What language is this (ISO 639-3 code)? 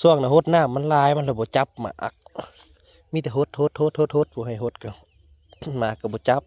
tts